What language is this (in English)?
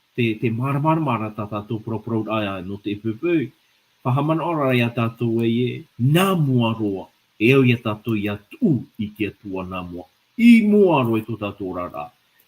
Tahitian